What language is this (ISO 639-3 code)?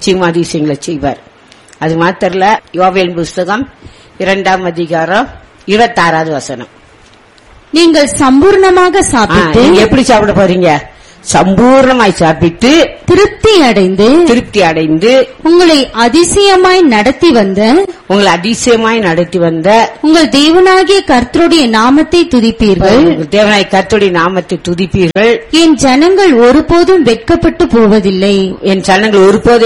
tam